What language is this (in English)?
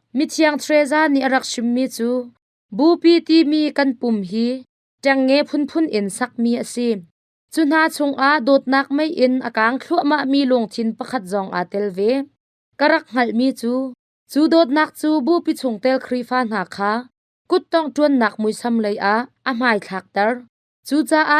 Hakha Chin